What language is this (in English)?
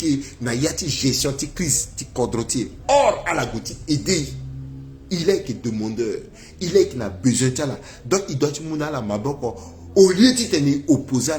Sango